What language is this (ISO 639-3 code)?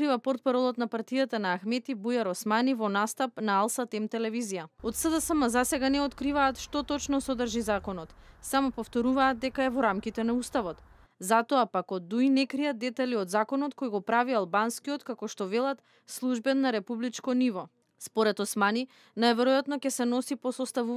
mkd